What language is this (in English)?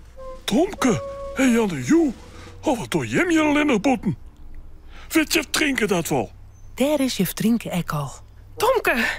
Western Frisian